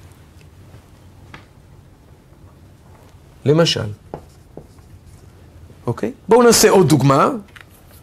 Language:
Hebrew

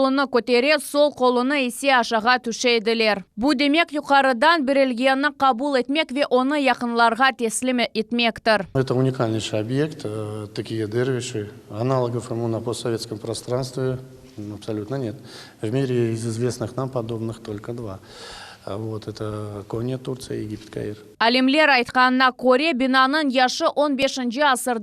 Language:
Crimean Tatar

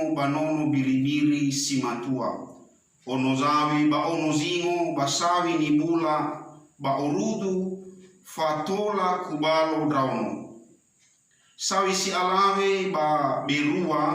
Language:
Nias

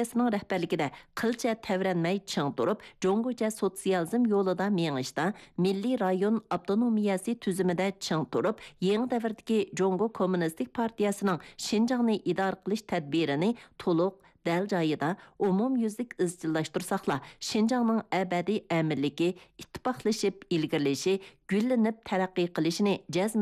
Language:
Uyghur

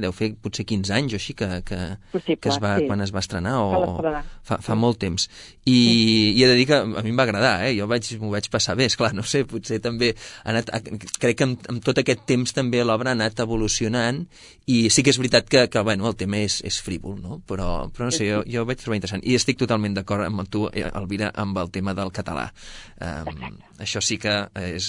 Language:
Catalan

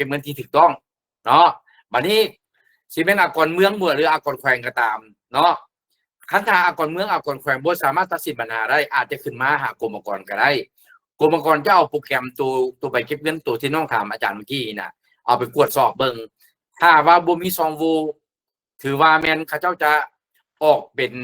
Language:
Lao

